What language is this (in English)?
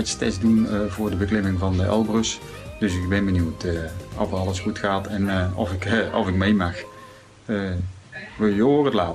Dutch